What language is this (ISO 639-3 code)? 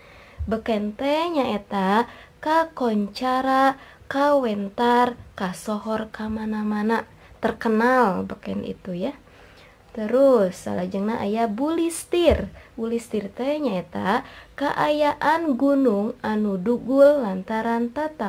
sun